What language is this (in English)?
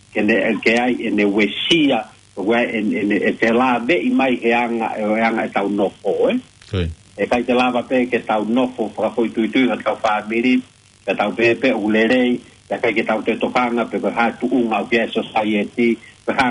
Tongan